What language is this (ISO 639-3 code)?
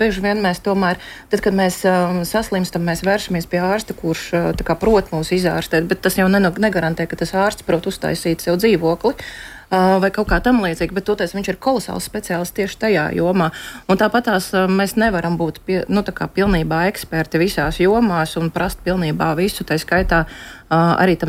lav